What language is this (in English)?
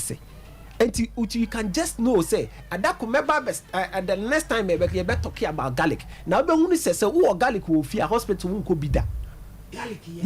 Akan